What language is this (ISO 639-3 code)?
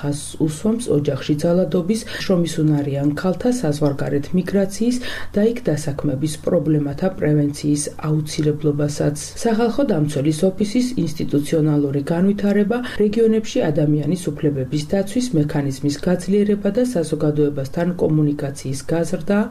kat